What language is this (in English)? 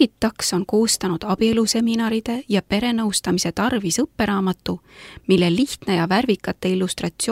Estonian